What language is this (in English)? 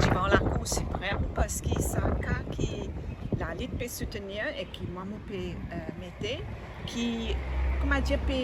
Morisyen